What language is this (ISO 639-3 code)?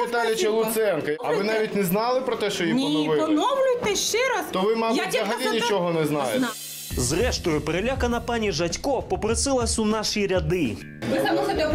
ukr